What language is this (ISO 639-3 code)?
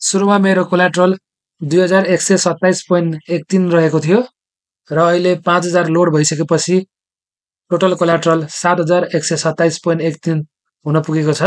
nep